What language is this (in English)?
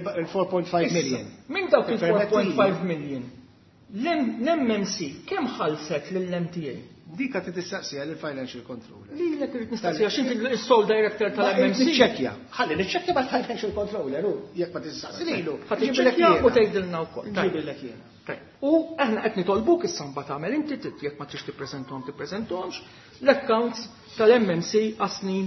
Maltese